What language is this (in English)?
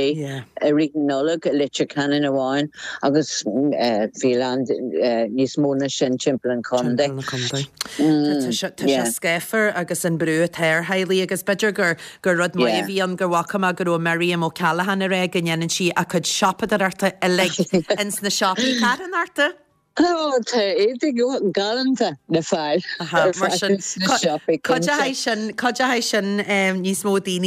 Irish